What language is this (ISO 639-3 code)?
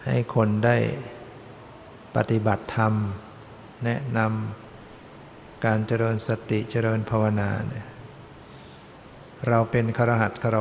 tha